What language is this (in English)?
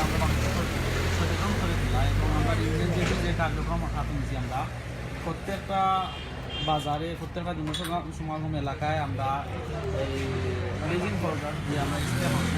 Sylheti